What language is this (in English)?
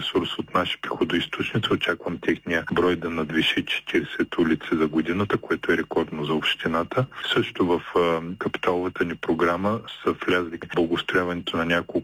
Bulgarian